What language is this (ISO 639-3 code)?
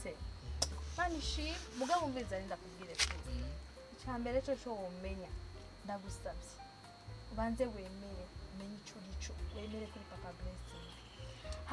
run